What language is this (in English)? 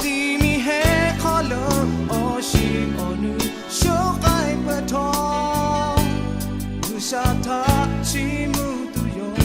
Lahu